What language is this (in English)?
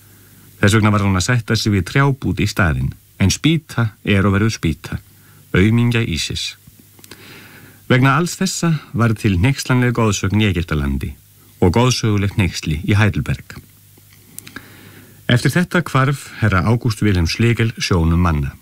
Icelandic